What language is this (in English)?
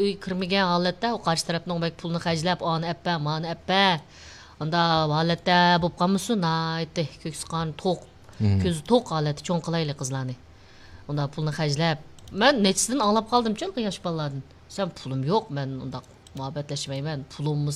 Uyghur